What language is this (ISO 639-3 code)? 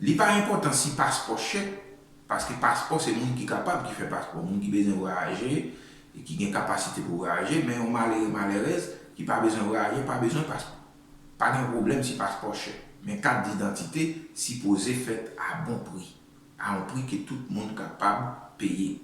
hat